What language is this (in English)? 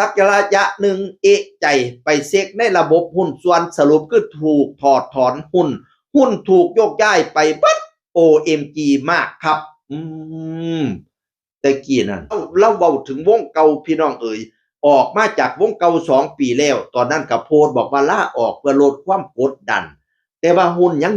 Northeastern Thai